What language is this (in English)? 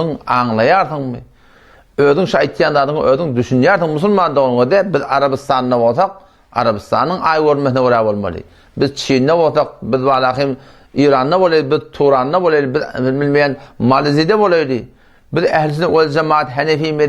Turkmen